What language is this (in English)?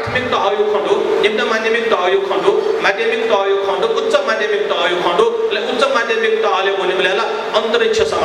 Newari